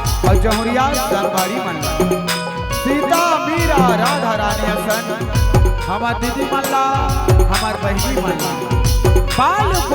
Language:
Chhattisgarhi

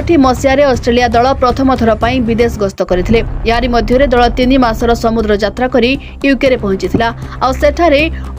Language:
Odia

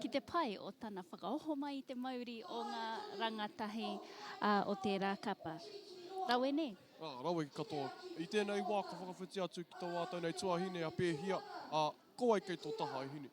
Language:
Māori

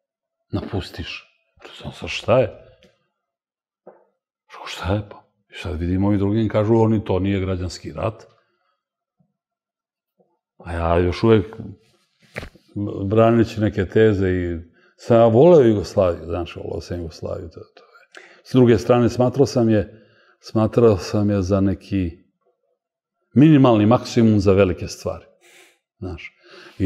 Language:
Serbian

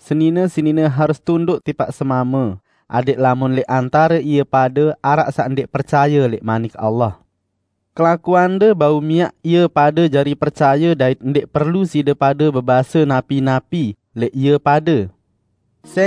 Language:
Sasak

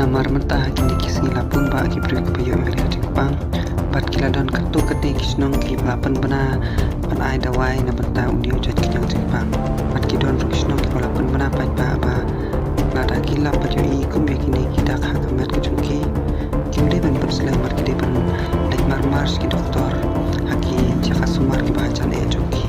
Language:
Khasi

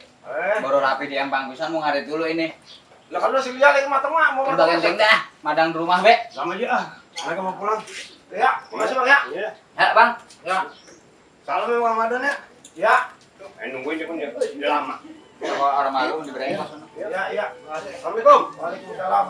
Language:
Betawi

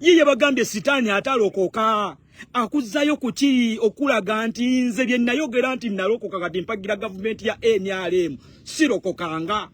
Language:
Ganda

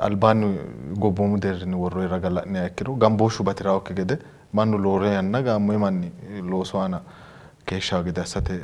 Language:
Sidamo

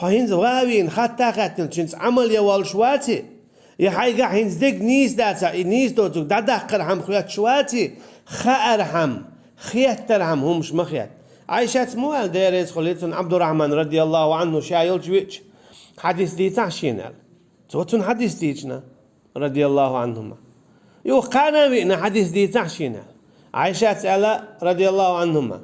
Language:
Chechen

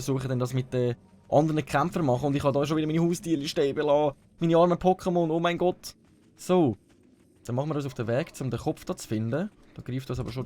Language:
Swiss German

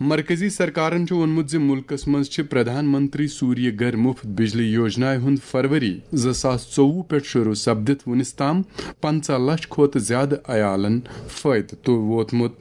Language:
Kashmiri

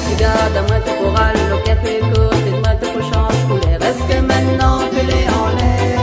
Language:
Réunion Creole French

